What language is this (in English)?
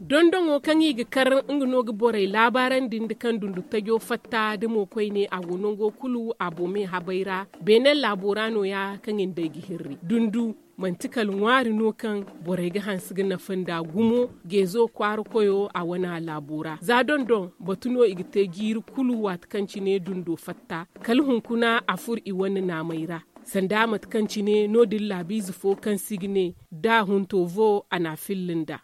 Zarma